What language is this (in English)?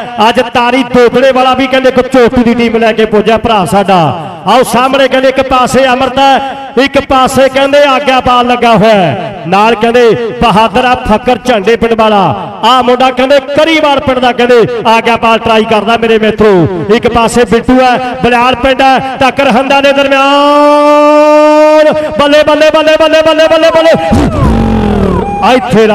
Punjabi